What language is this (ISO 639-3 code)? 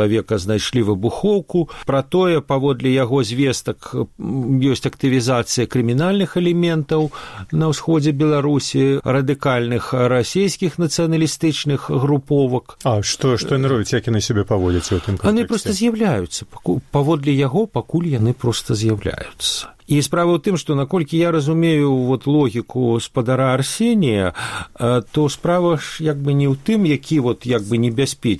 bel